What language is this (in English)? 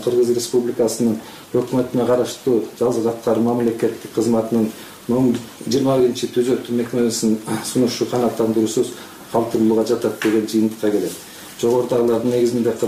Kyrgyz